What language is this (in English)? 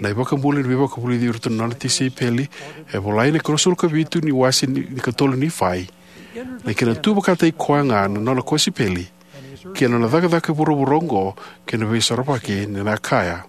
Fijian